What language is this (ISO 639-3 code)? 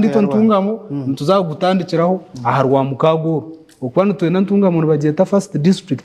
nyn